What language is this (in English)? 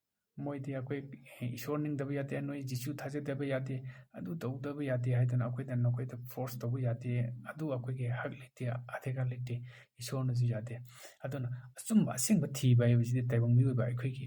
Manipuri